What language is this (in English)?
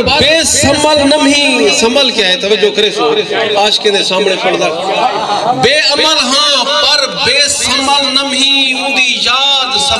Saraiki